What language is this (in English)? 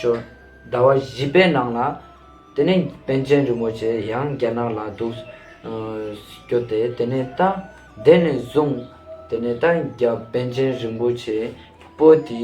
Ladakhi